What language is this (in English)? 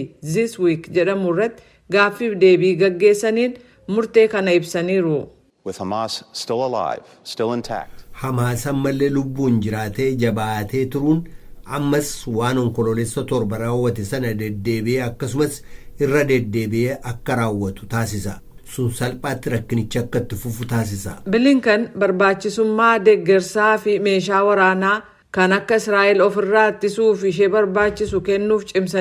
Oromo